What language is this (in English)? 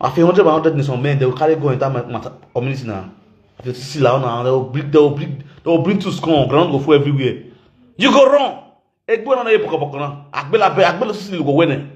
Nigerian Pidgin